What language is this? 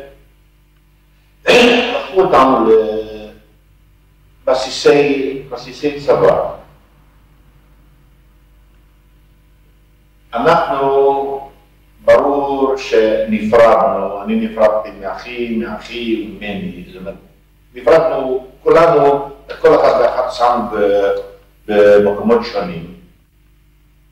Hebrew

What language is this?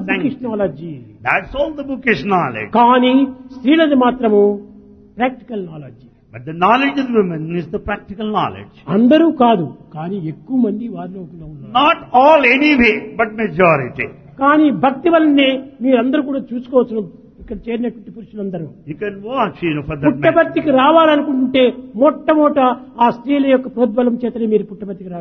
Telugu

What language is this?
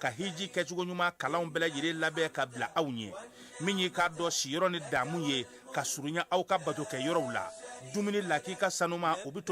Bambara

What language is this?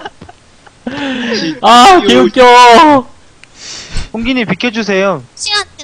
Korean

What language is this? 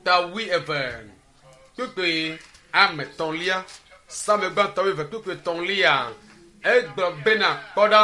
Ewe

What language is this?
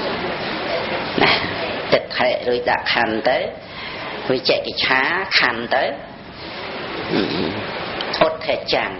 Khmer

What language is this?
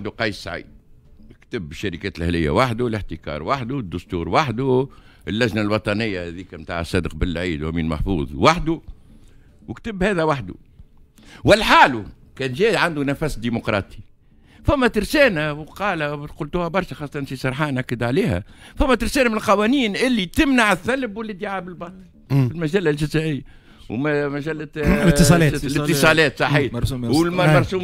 Tunisian Arabic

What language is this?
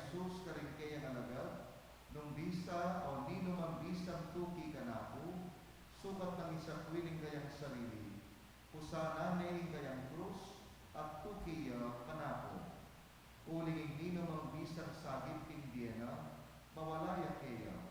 Pampanga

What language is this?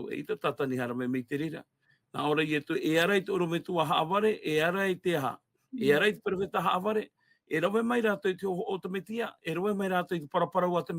Tahitian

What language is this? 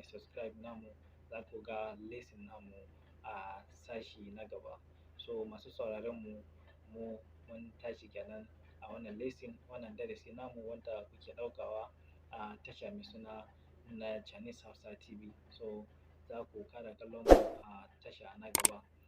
Hausa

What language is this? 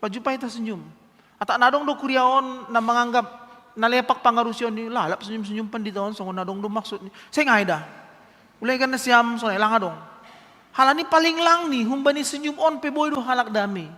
Batak Simalungun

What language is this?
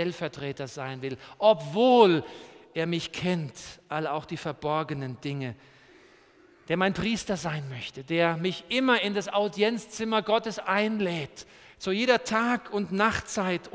German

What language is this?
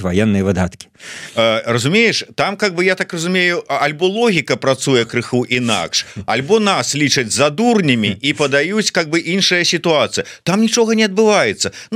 Belarusian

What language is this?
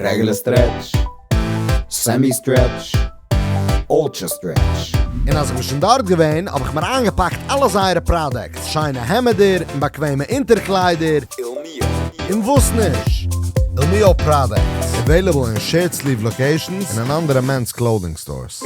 Yiddish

